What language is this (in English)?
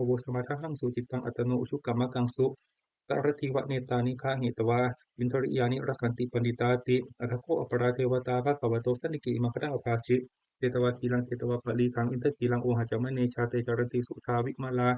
Pali